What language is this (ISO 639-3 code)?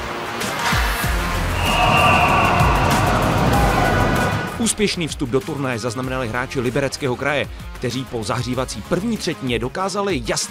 ces